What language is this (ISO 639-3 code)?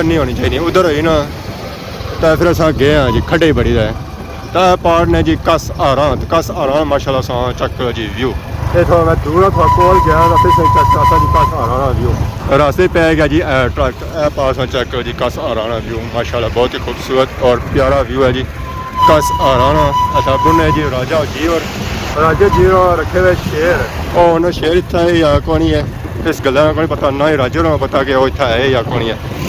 phr